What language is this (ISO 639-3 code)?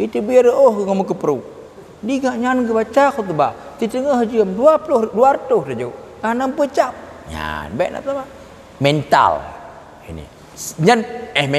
ace